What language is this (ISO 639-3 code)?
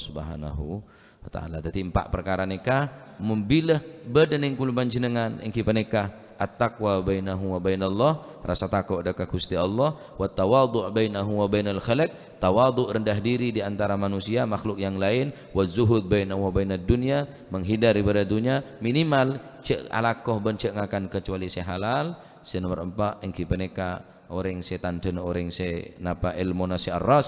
mad